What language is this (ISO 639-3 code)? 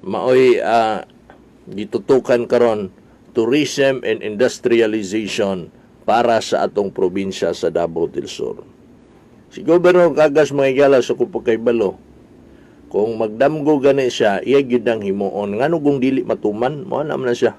ceb